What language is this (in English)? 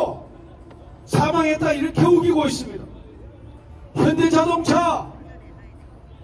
Korean